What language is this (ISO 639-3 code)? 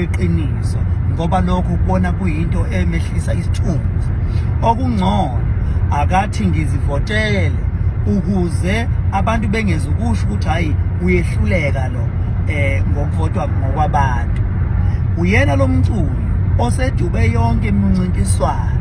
zul